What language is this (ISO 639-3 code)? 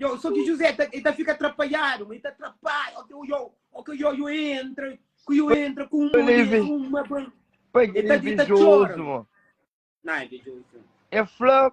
kea